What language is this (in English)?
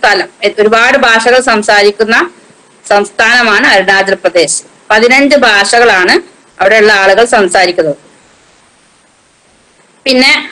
Malayalam